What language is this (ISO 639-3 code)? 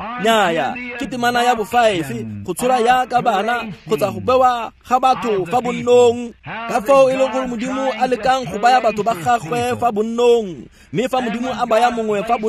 tsn